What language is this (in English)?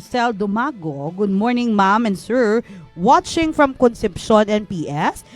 Hiligaynon